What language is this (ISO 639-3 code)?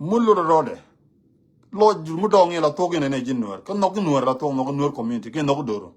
nus